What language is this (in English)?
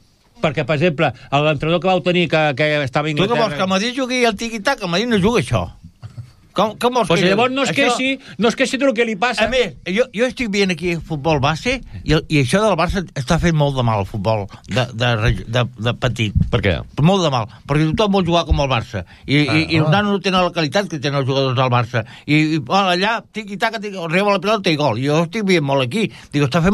Catalan